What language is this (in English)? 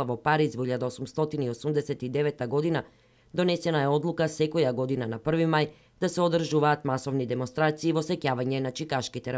Macedonian